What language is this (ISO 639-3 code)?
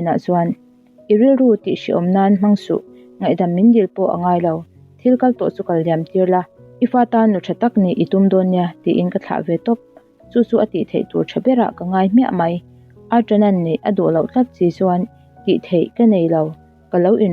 lus